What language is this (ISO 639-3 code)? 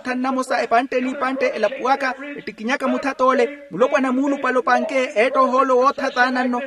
vmw